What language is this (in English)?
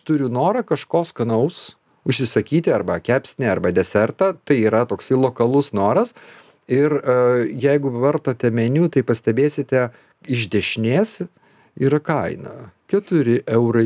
Lithuanian